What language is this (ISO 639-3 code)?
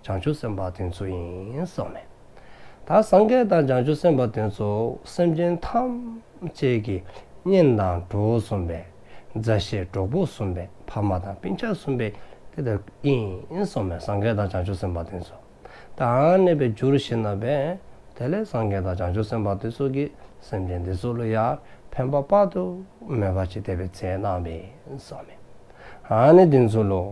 dzo